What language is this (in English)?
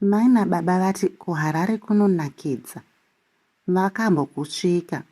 Shona